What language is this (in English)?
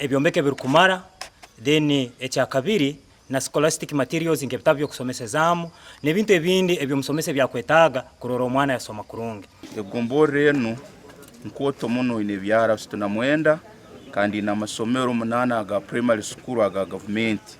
Nyankole